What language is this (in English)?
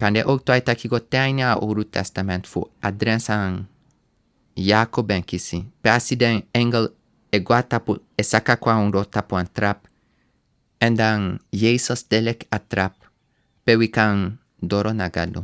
Sranan Tongo